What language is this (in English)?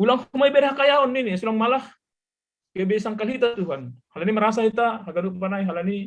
Batak Simalungun